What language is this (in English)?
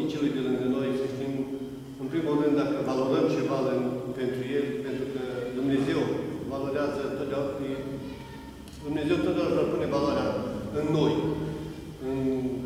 Romanian